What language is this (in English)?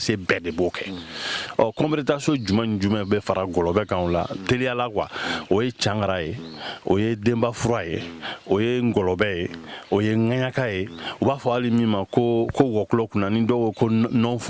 Bambara